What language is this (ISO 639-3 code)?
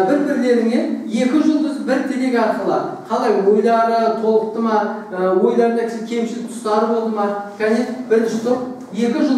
kaz